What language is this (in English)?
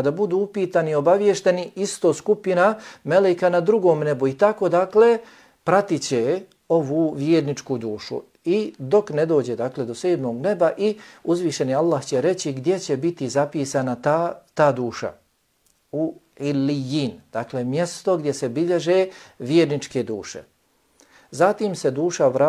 Bosnian